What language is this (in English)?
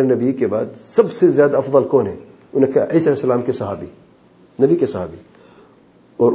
Urdu